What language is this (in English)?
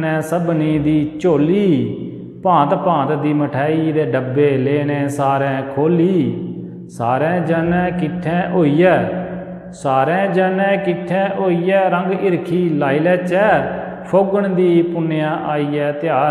Dogri